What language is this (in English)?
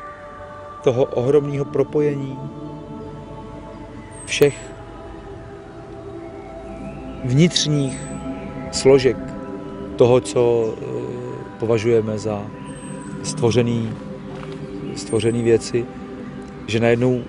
Czech